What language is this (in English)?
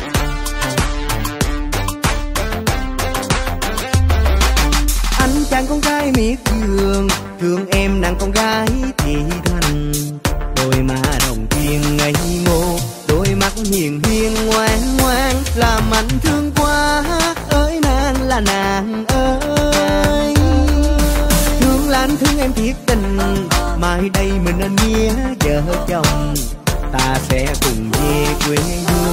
Vietnamese